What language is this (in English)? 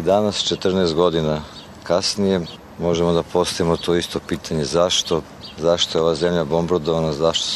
Serbian